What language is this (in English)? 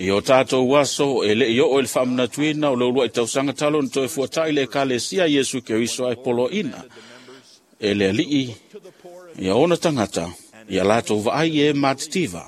Samoan